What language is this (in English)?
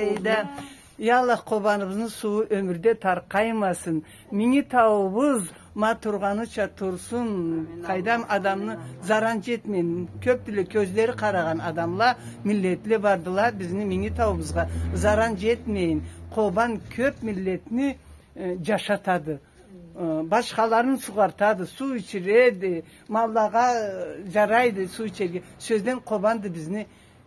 Karachay-Balkar